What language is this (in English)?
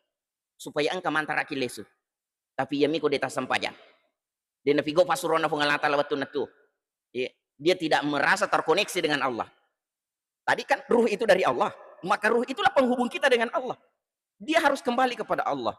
Buginese